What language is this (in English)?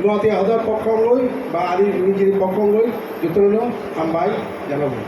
Kok Borok